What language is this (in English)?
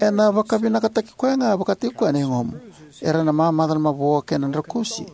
Fijian